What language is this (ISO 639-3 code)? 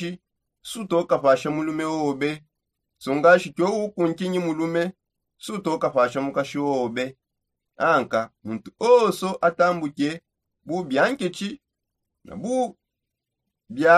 sop